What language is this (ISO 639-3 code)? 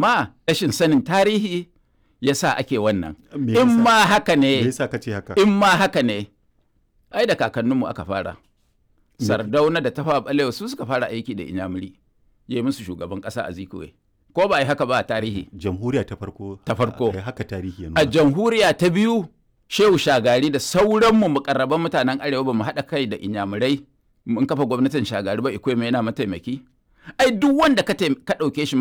hau